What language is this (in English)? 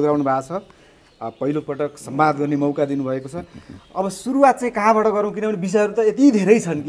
Nepali